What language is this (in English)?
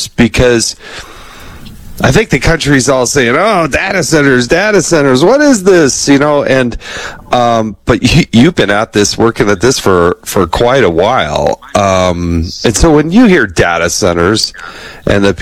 English